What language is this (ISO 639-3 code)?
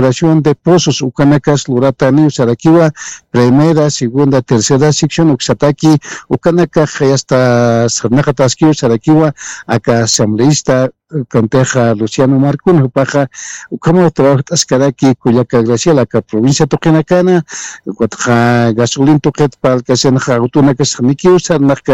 aym